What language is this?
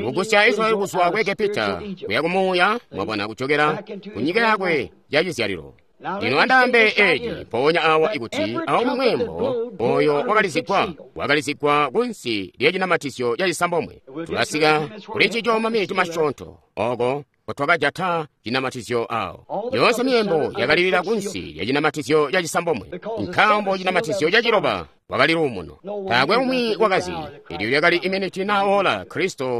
Tonga (Zambia)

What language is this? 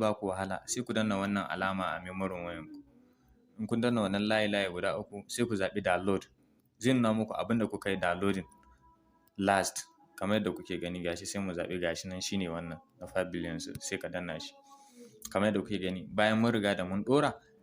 Hausa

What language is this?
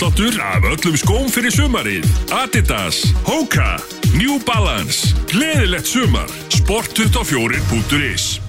Icelandic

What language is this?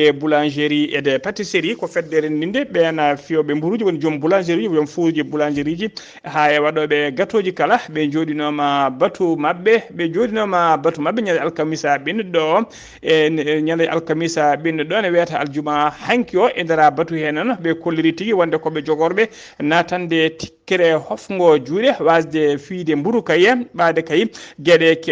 Fula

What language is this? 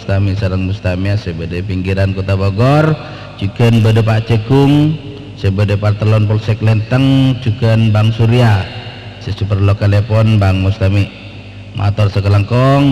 Madurese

